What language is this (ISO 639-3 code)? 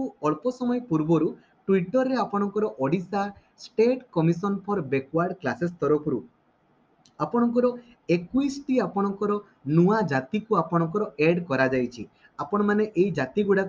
ori